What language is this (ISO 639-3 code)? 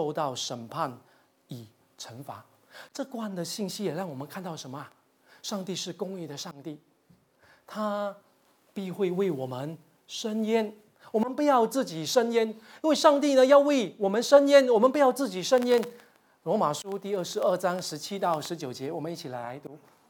zho